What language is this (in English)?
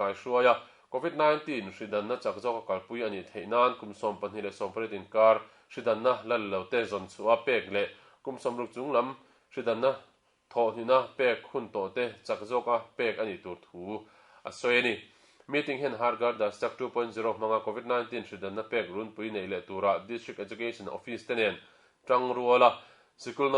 Mizo